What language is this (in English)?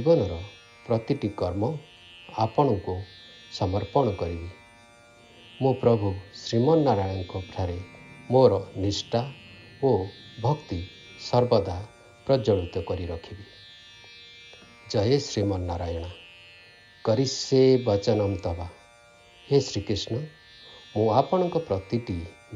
Odia